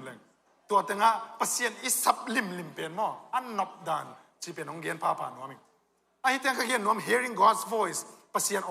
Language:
Tedim Chin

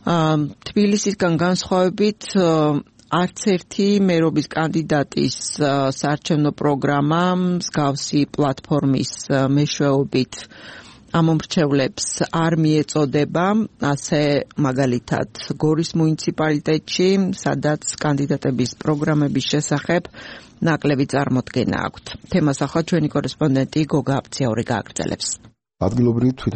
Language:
Georgian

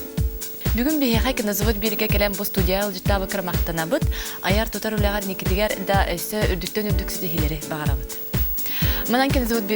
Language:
Yakut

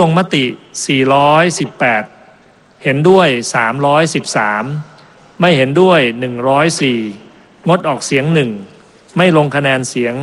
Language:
Thai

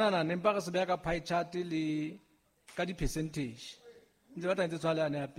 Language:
Southern Sotho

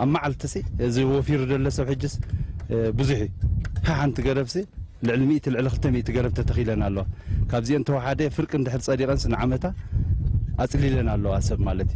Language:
Tigrinya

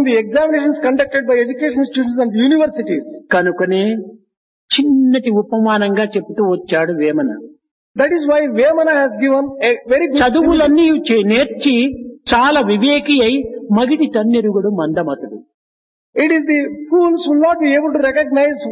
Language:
Telugu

